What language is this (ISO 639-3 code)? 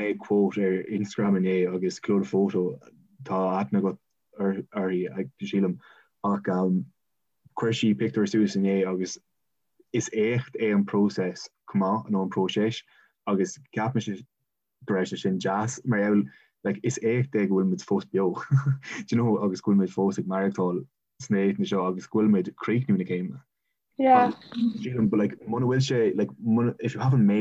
gle